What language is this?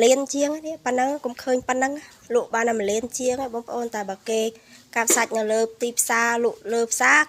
Khmer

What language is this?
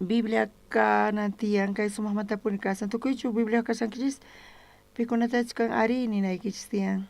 South Bolivian Quechua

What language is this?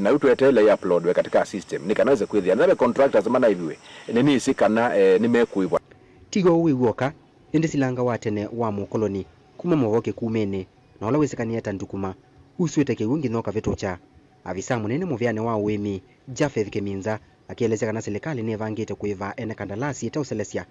Kamba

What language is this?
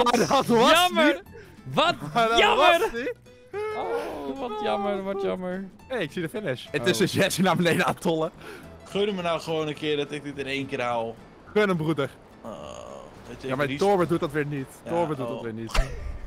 Dutch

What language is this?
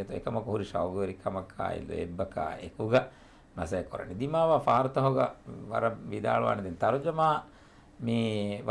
Divehi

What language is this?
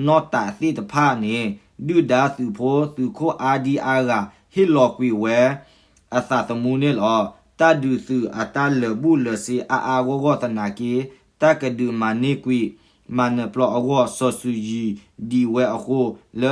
S'gaw Karen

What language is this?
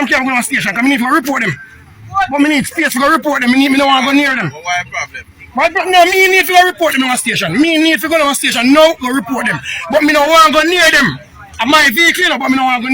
Jamaican Creole English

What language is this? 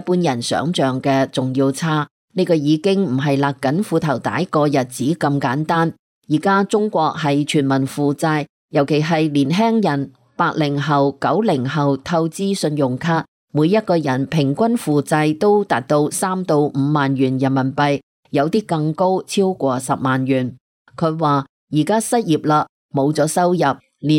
Cantonese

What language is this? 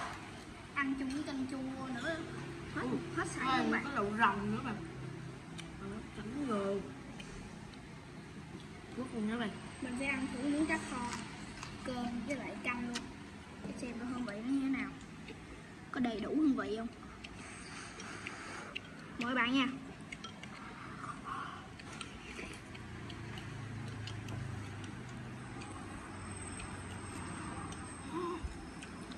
Vietnamese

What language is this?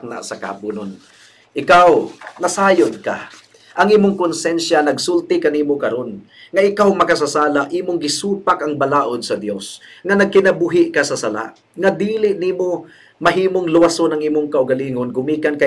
Cebuano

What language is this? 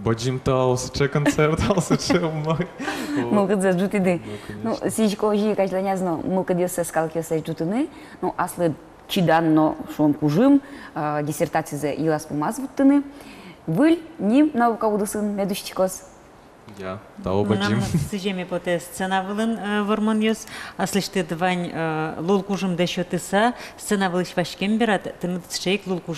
Udmurt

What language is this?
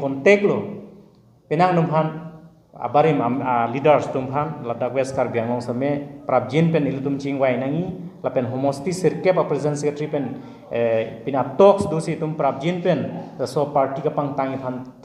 Karbi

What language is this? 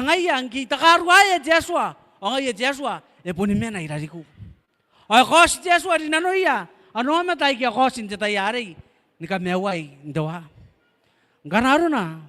Gilbertese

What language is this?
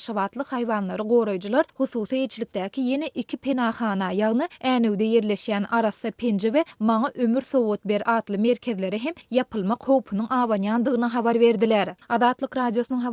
Turkmen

